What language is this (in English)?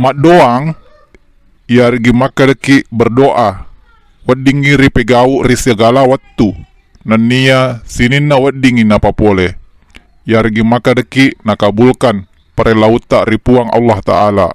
Buginese